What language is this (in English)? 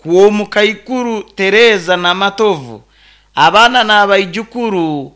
Nyoro